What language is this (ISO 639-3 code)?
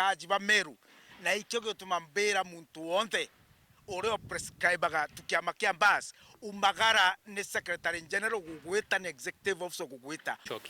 mer